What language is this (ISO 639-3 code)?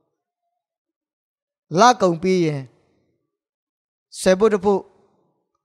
mya